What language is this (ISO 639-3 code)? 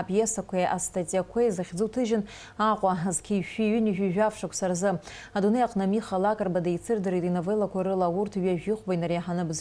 abk